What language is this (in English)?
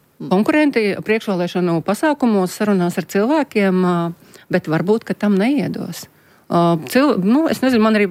Latvian